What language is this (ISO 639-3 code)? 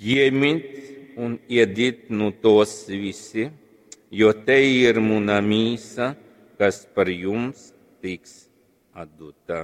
ltg